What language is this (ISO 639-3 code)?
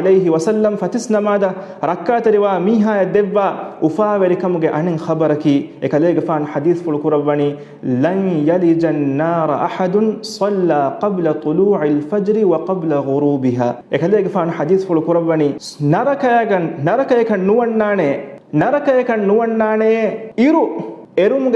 div